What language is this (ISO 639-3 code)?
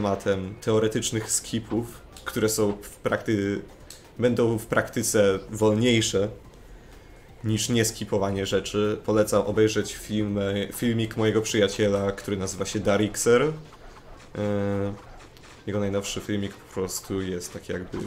pol